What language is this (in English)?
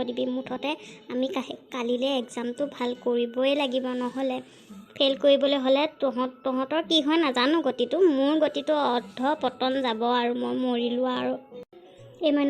Assamese